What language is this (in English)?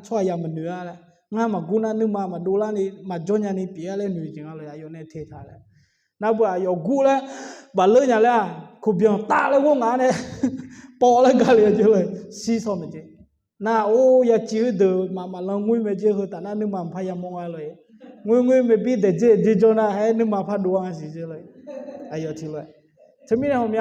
Akha